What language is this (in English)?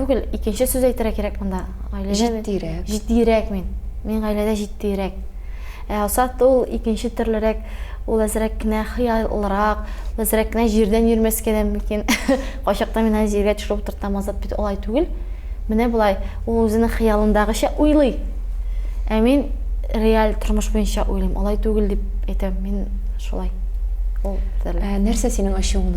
Tatar